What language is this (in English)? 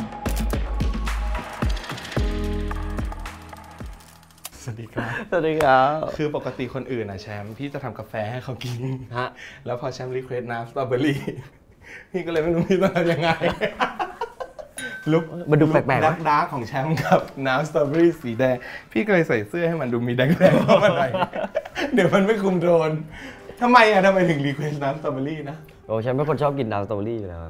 Thai